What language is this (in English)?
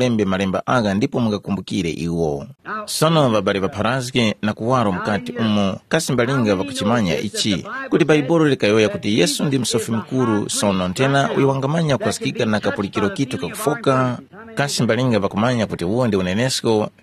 Tumbuka